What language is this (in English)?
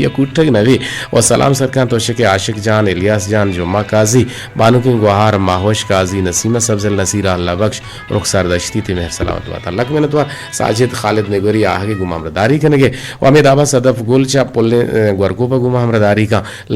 Eastern Balochi